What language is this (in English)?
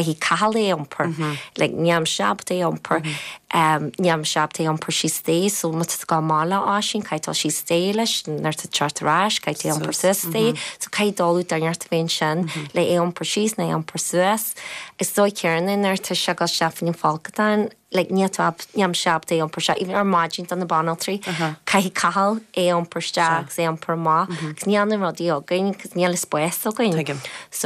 Irish